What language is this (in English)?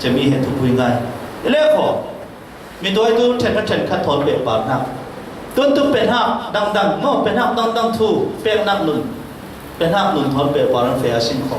Falam Chin